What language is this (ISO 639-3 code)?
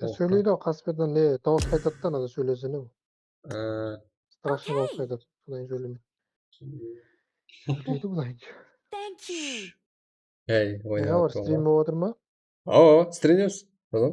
kaa